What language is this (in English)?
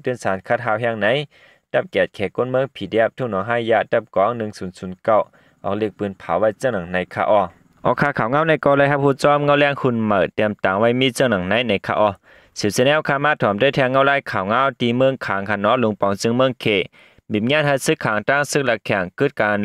Shan